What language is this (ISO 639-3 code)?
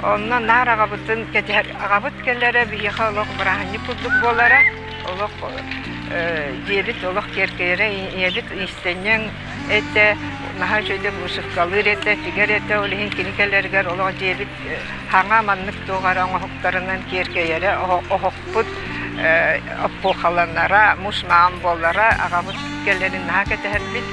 sah